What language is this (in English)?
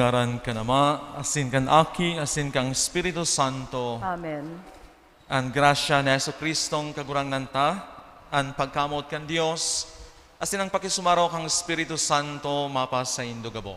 Bikol